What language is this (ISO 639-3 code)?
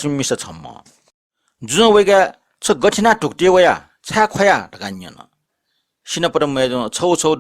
new